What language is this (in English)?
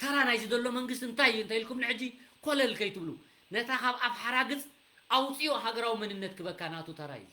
Tigrinya